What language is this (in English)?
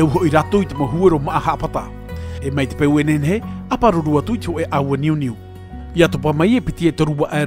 Tahitian